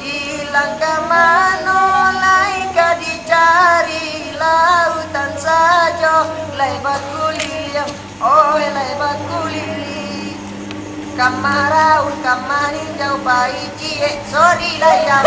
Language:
Minangkabau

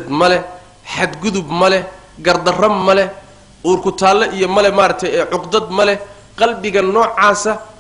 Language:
Somali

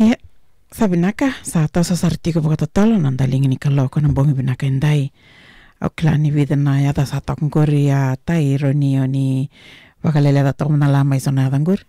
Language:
Fijian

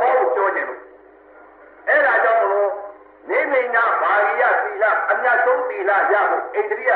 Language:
Burmese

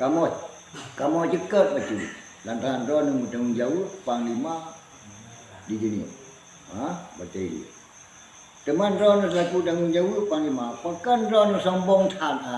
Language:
Achinese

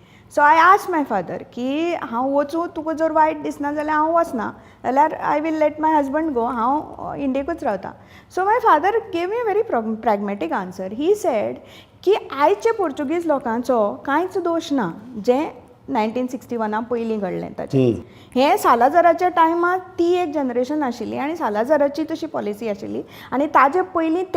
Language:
Konkani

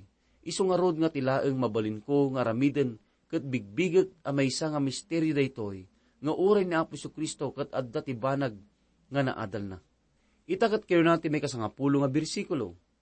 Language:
Iloko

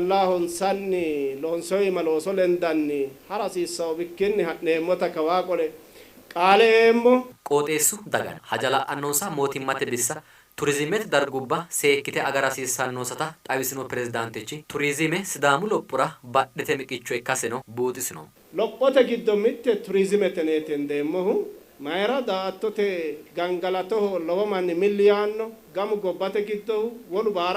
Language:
Sidamo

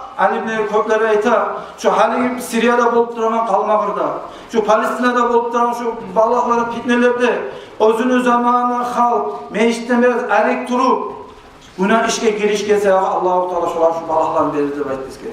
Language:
Kumyk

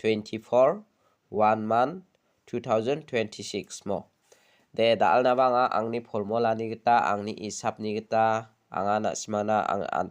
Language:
Garo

